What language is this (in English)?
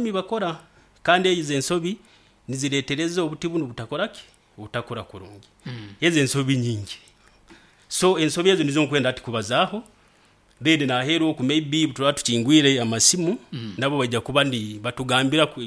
Nyoro